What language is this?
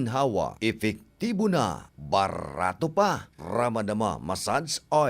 Bikol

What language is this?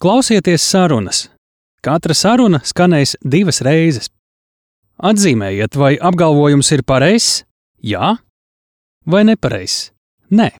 Latvian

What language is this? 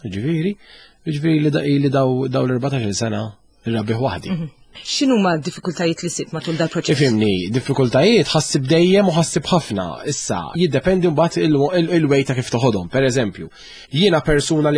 Maltese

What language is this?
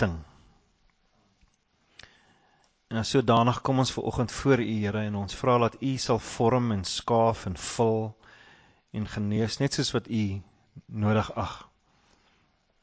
Afrikaans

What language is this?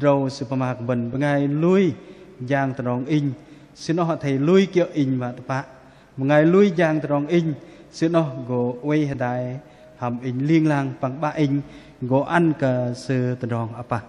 Bahnar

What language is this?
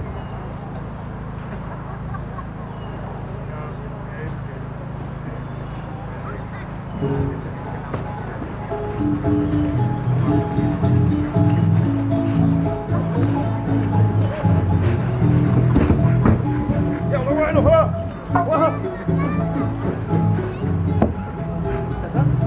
Spanish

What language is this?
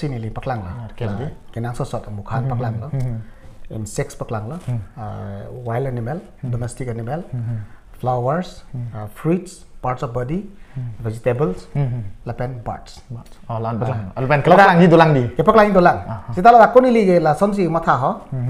Karbi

